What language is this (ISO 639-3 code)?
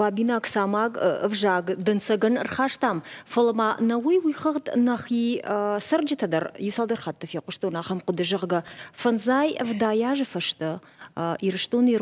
oss